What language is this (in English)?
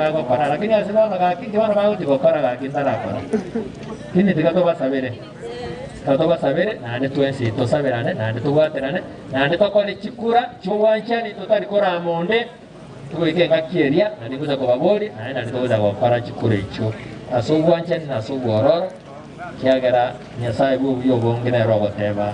Gusii